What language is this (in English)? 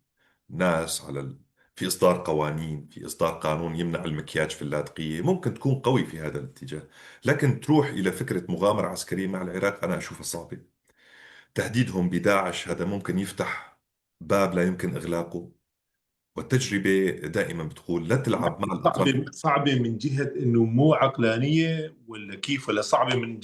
North Levantine Arabic